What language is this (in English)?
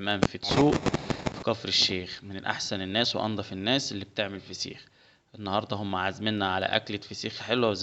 Egyptian Arabic